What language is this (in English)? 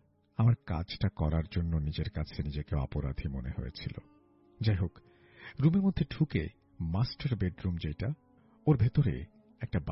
Bangla